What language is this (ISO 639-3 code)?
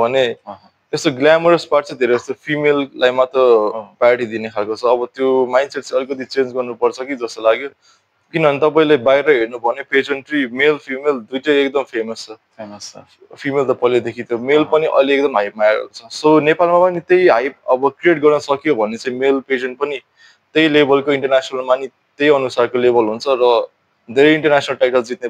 nep